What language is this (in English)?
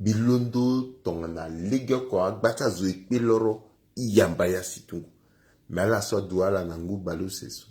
Sango